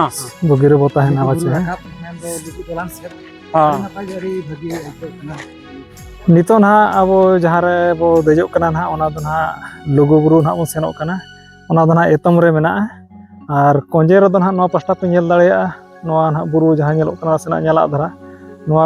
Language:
Santali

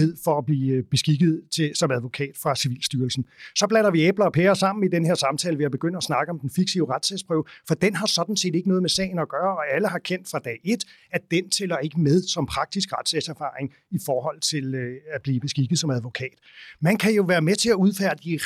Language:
Danish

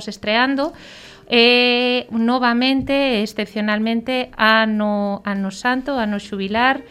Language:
Galician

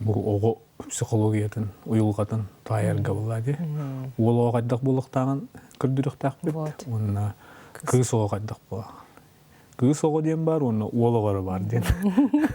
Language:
Yakut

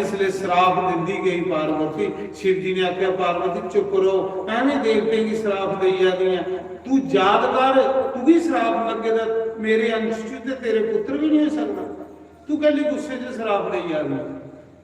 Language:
Dogri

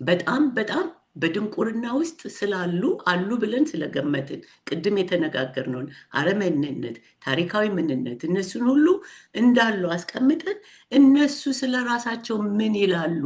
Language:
Amharic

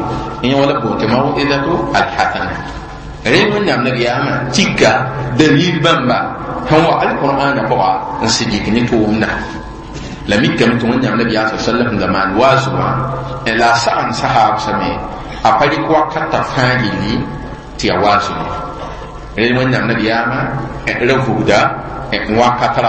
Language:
Mossi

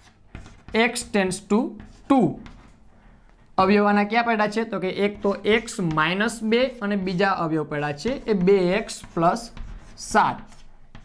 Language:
Gujarati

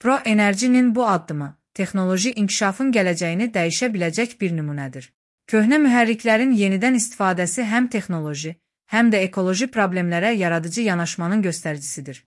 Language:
Azerbaijani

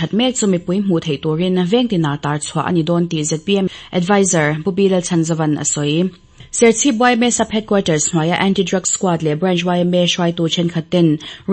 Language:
Mizo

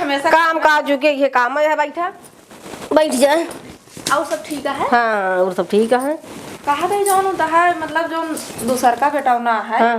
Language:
Awadhi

